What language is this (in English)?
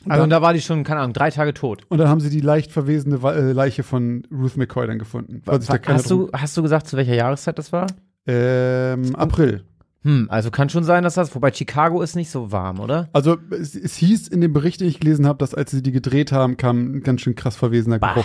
German